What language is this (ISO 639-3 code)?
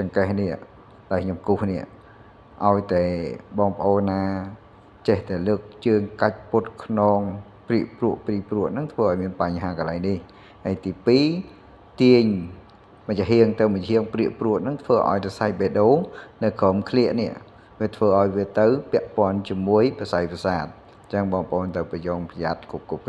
khm